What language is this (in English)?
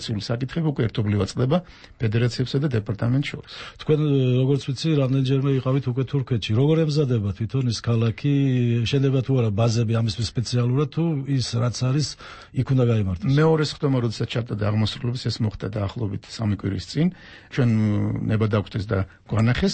Georgian